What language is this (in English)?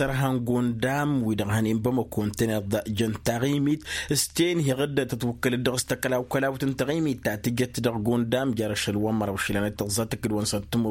Tamasheq